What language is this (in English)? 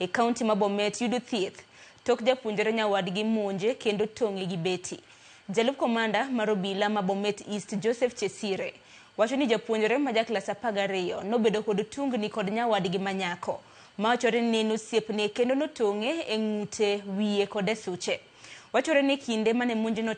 Luo (Kenya and Tanzania)